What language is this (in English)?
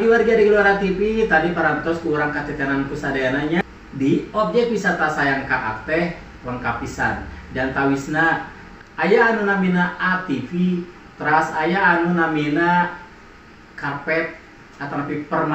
Sundanese